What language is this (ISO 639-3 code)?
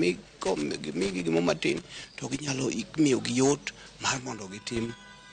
luo